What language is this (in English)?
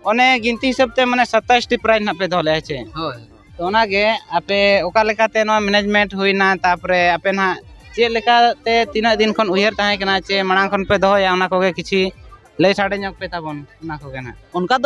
Santali